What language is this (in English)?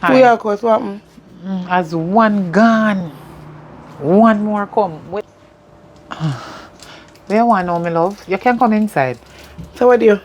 Jamaican Creole English